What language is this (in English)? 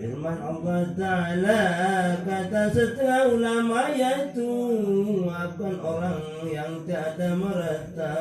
Sasak